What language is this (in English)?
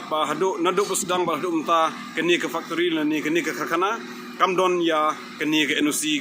Khasi